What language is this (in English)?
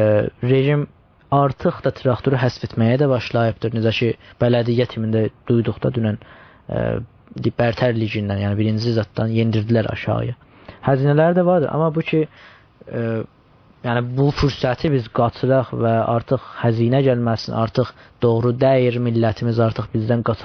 South Azerbaijani